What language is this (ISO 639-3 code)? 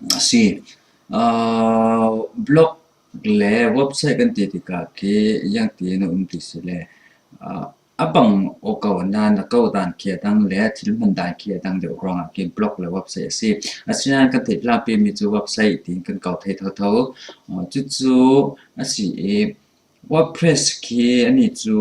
cfm